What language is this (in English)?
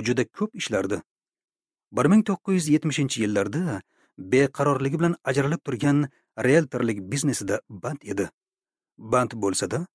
Uzbek